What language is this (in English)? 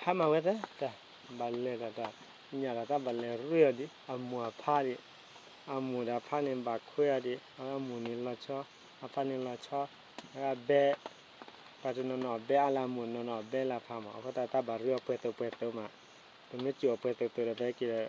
S'gaw Karen